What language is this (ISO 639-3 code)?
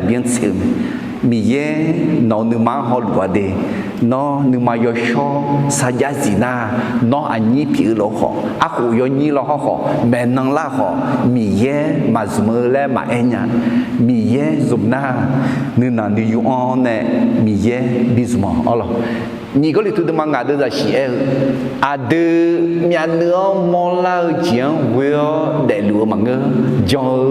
ahk